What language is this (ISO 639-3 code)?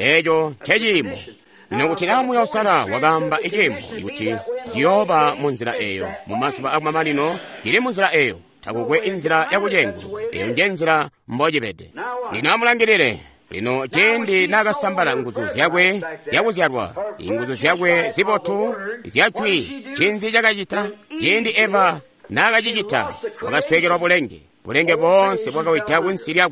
toi